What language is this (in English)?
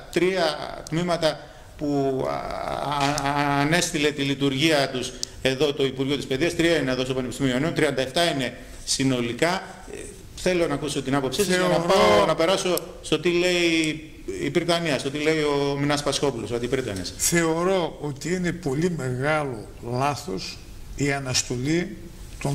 Greek